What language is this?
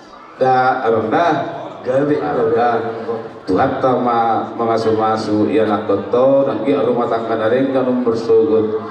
Batak Toba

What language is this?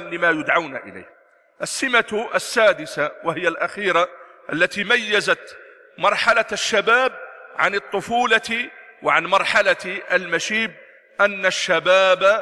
Arabic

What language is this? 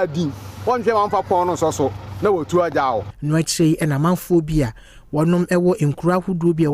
Akan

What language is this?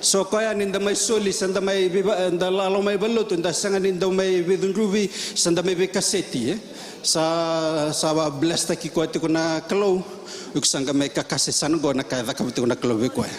Fijian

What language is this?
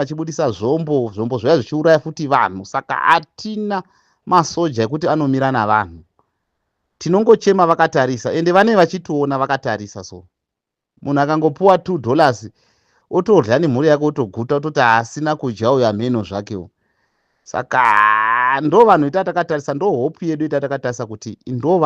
Shona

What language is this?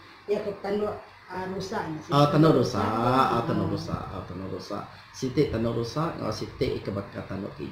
Iban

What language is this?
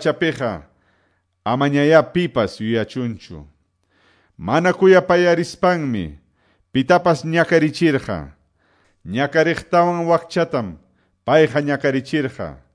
Quechua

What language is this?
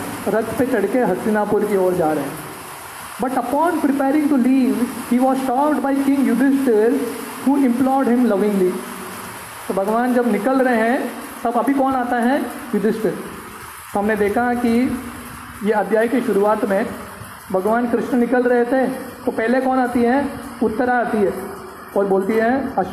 Hindi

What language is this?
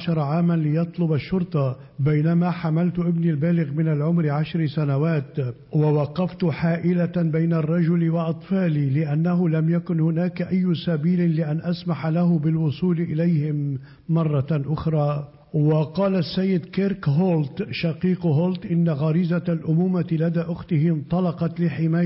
Arabic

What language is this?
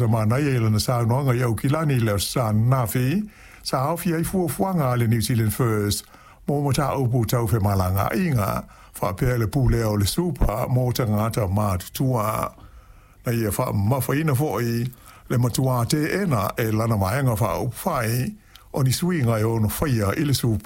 Samoan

